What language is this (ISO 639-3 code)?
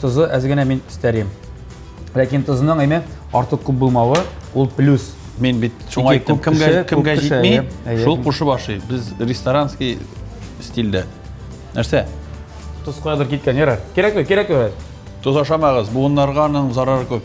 tat